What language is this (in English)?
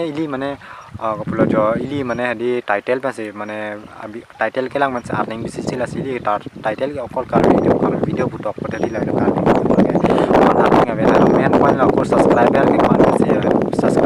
Karbi